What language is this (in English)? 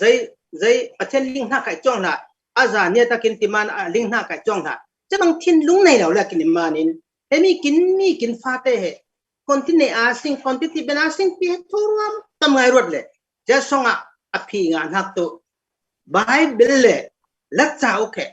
Falam Chin